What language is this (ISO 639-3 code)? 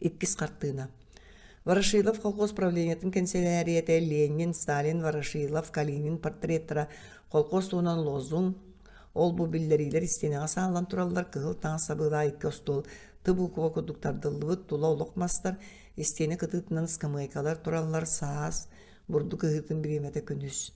sah